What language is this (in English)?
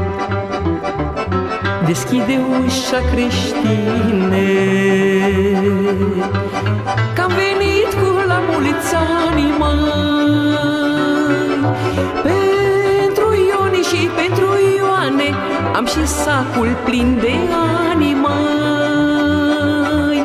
Romanian